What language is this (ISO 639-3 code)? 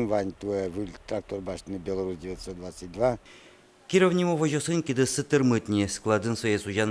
udm